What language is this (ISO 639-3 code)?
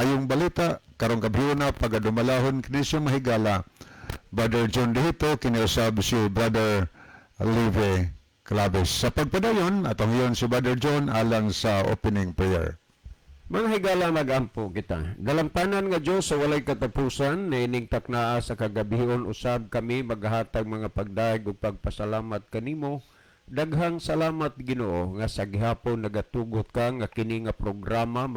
ceb